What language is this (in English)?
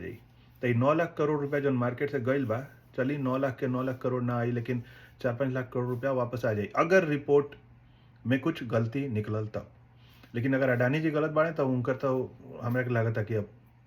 Bhojpuri